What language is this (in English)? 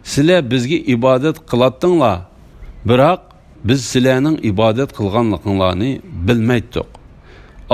Uyghur